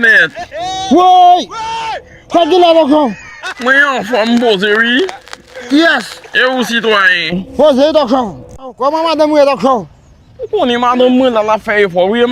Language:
Haitian Creole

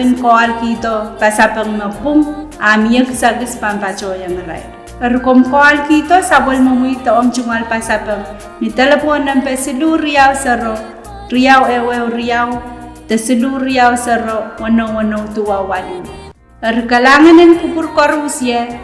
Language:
Pohnpeian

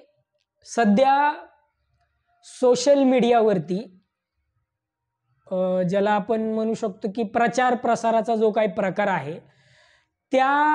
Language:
Marathi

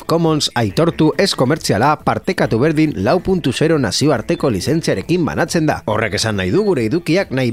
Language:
Basque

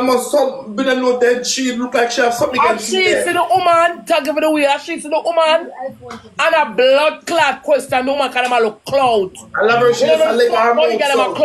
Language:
Jamaican Creole English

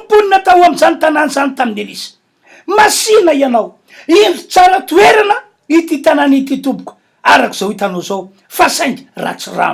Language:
Malagasy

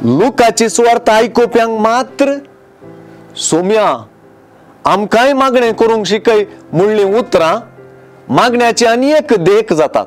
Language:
Konkani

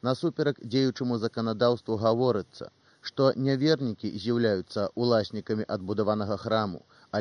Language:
Belarusian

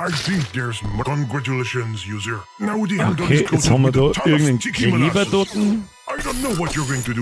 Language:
Bavarian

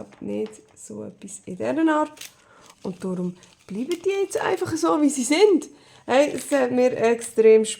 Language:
Swiss German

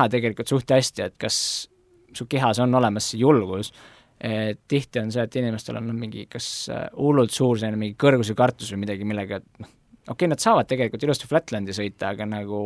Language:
Estonian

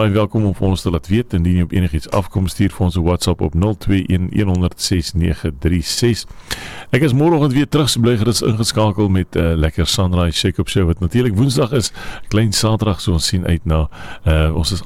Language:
Afrikaans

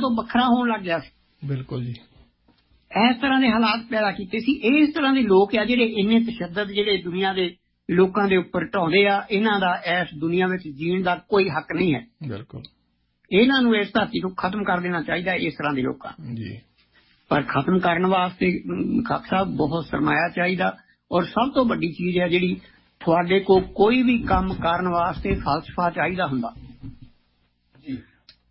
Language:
Punjabi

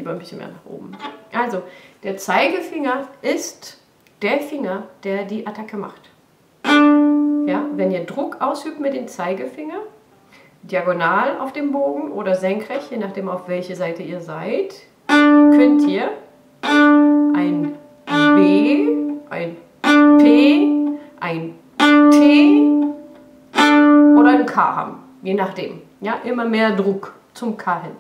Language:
German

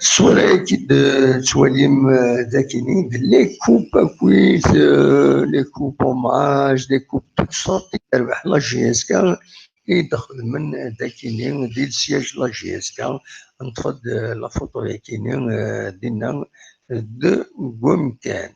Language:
Kabyle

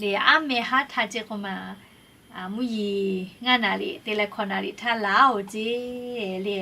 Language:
Lahu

